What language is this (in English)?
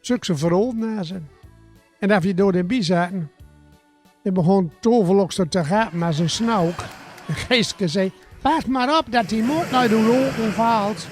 Gronings